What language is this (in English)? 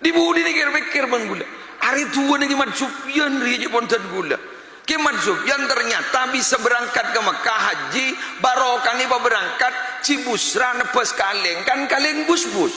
Madurese